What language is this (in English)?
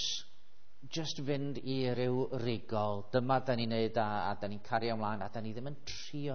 Welsh